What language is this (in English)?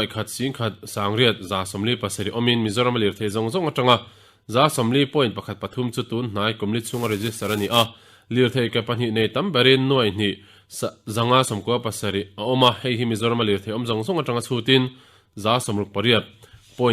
Mizo